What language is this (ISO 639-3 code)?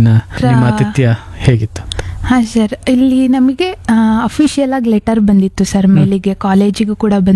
kan